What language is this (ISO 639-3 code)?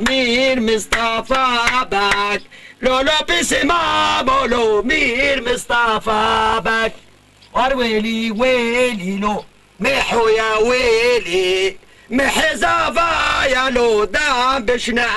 kur